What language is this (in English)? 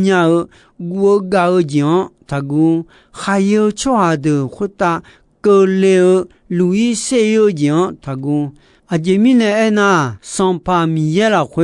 Akha